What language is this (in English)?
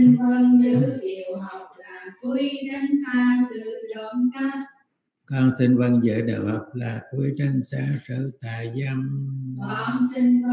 Vietnamese